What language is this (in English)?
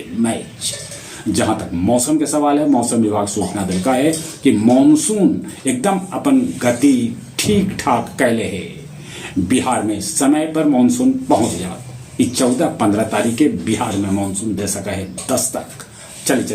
Magahi